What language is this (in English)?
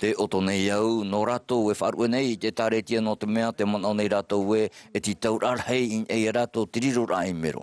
Tahitian